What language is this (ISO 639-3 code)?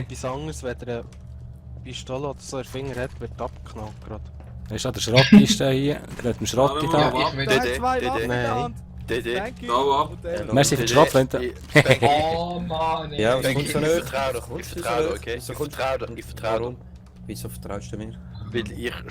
gsw